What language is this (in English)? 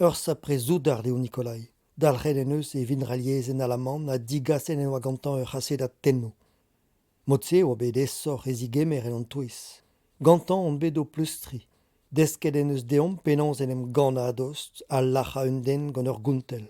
Breton